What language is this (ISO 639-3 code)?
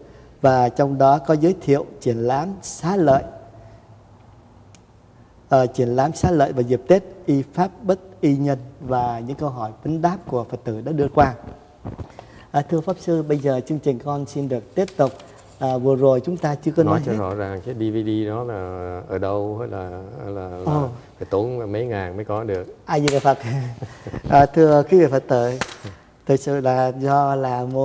vie